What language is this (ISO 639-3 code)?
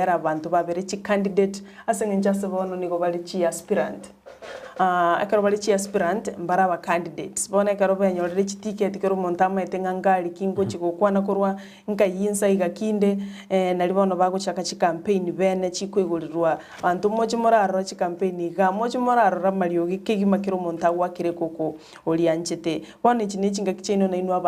guz